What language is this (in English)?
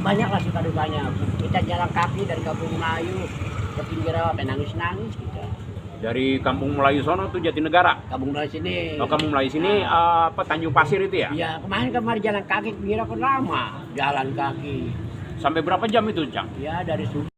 Betawi